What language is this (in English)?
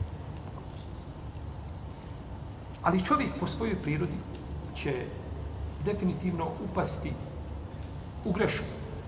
Bosnian